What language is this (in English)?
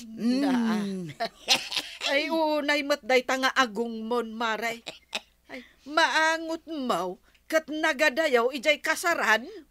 Iloko